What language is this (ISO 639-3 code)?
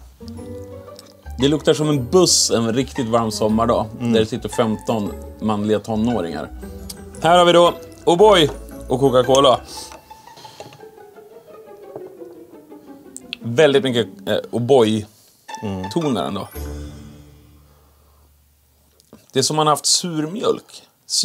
swe